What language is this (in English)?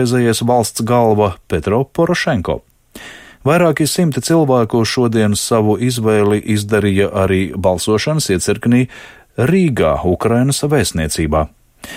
Latvian